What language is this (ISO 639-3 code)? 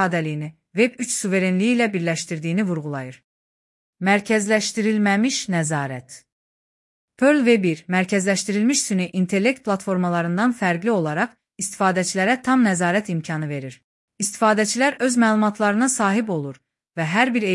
aze